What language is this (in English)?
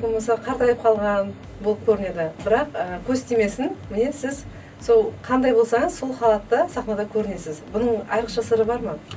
Kara-Kalpak